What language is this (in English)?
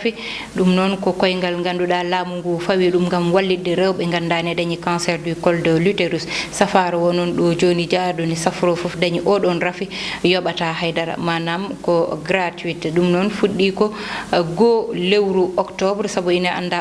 Fula